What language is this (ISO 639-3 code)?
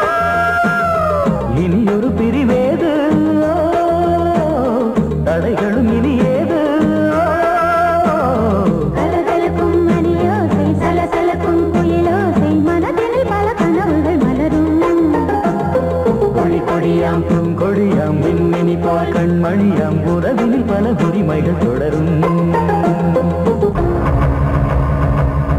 tam